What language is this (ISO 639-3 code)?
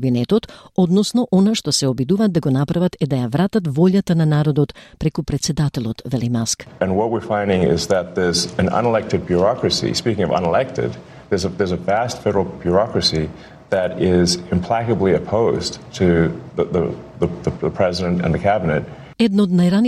mkd